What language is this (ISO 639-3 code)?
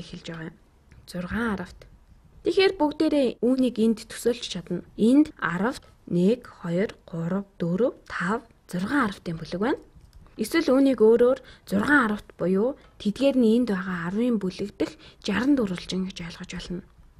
mon